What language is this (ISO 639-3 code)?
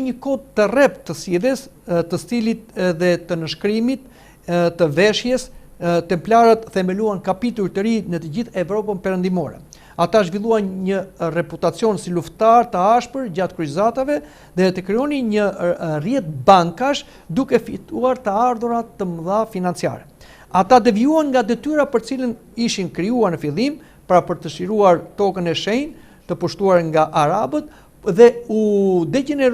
sqi